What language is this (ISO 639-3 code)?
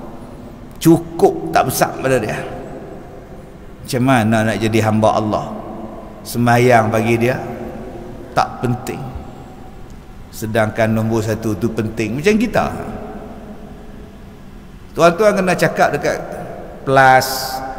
msa